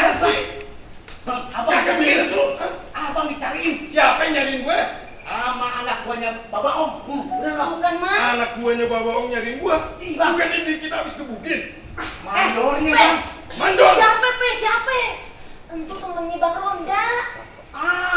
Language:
Betawi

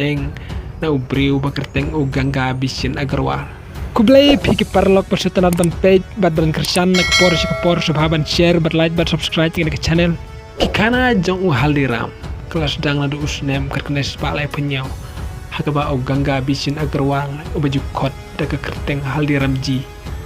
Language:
Khasi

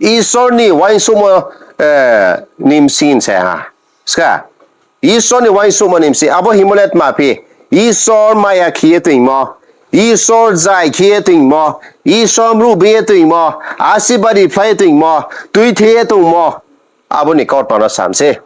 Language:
Riang (India)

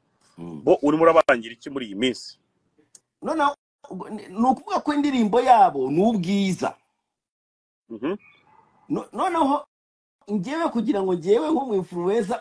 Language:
Kinyarwanda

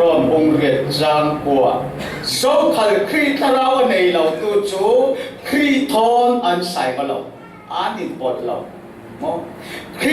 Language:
Falam Chin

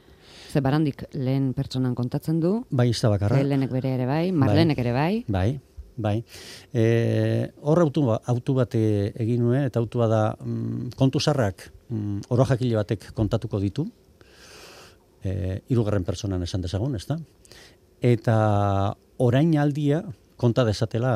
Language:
Basque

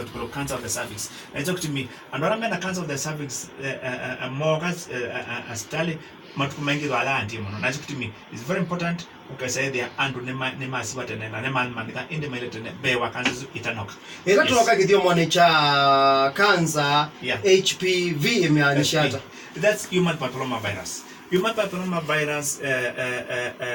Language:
Kamba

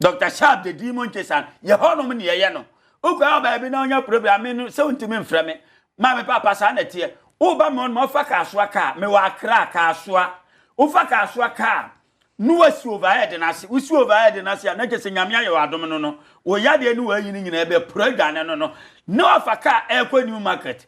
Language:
Akan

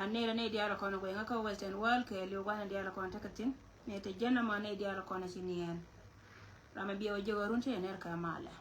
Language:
Nuer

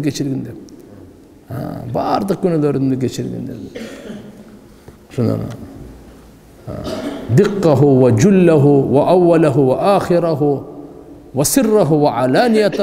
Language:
Kyrgyz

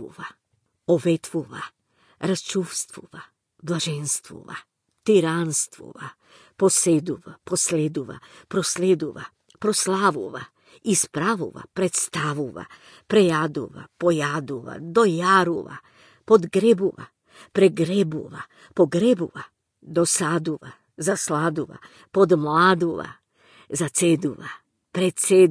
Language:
Macedonian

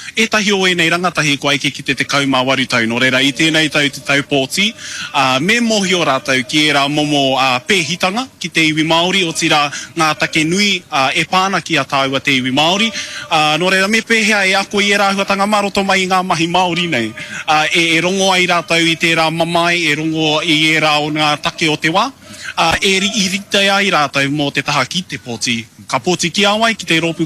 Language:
Māori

